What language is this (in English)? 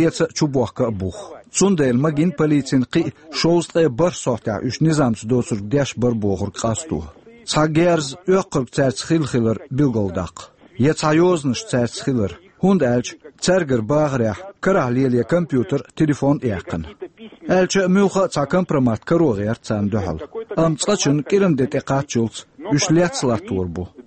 Chechen